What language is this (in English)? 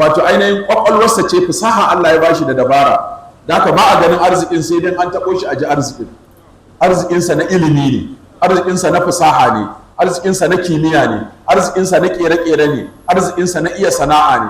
Hausa